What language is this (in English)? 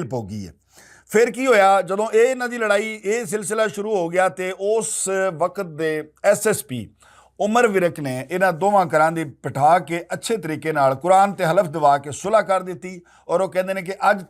Western Panjabi